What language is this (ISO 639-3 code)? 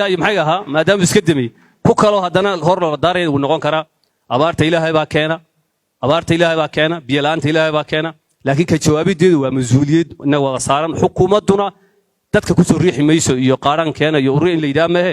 som